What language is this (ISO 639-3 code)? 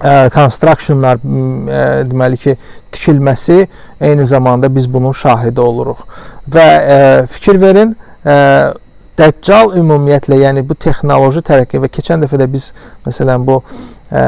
aze